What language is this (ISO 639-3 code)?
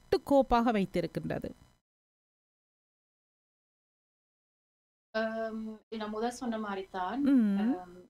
tam